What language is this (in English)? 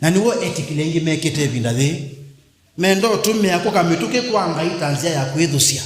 Kamba